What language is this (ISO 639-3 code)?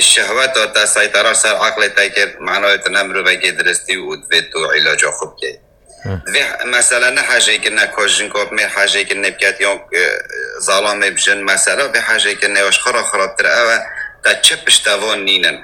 kur